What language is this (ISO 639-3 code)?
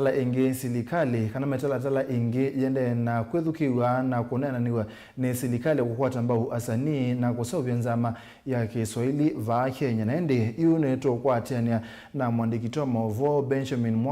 kam